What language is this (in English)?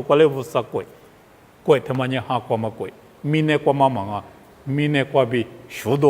Lisu